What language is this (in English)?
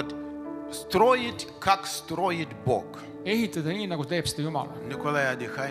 Russian